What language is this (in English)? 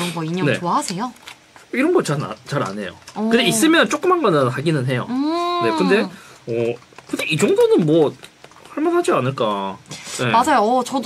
Korean